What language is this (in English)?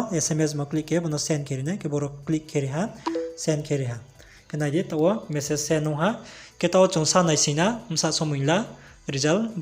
Riang (India)